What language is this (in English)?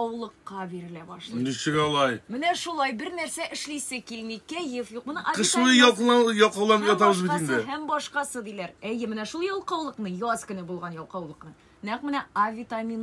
Tatar